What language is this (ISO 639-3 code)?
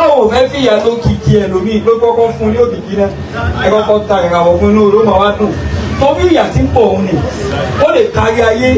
yor